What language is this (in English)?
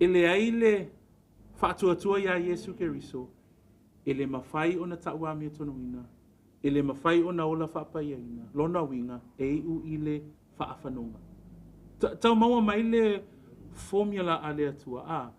Samoan